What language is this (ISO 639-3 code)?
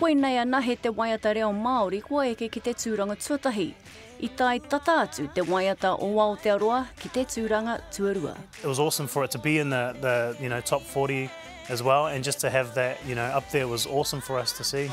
mri